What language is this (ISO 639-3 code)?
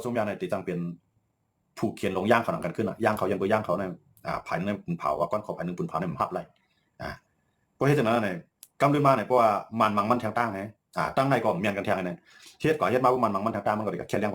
shn